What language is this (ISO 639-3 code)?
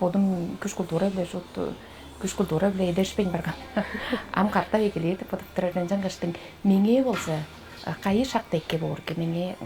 tyv